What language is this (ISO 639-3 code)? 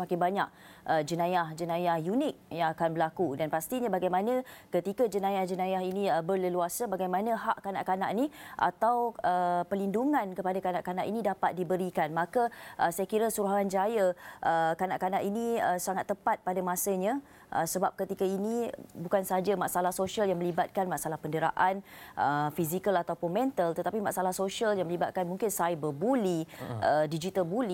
msa